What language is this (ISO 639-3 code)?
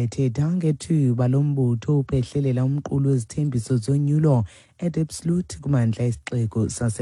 xho